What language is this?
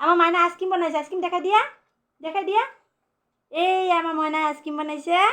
Assamese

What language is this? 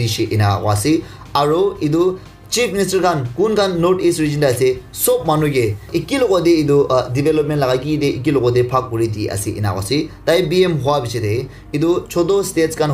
Naga Pidgin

